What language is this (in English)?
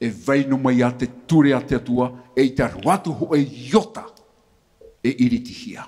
Tahitian